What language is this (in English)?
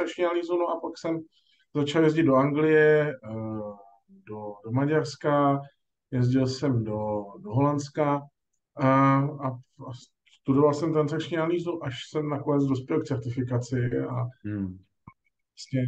Czech